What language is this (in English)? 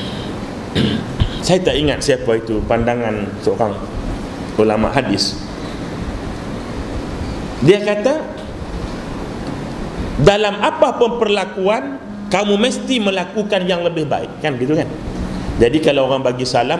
Malay